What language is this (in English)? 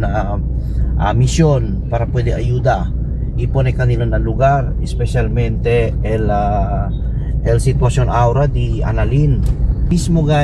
Chavacano